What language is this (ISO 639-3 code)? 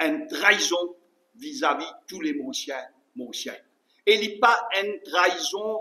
mfe